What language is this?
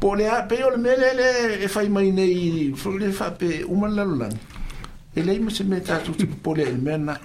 Samoan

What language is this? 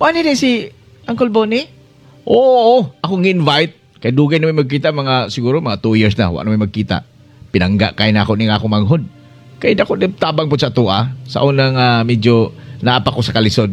Cebuano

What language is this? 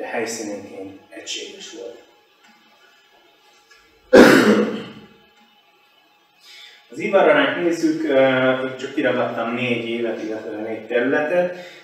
Hungarian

